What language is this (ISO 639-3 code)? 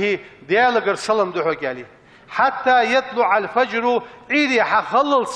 inh